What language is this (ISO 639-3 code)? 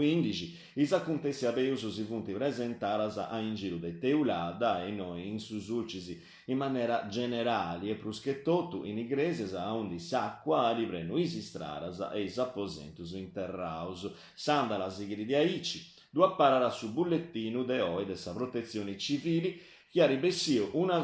srd